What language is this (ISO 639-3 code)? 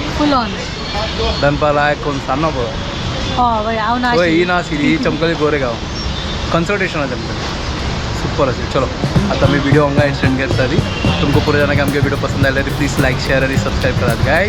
kok